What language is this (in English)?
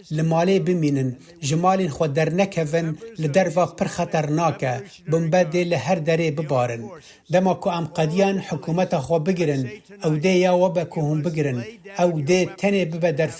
Kurdish